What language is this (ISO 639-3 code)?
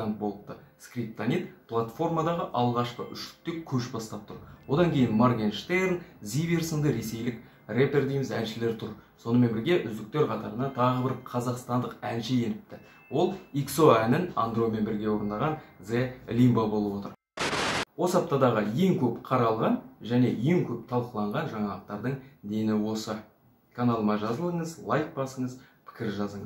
kaz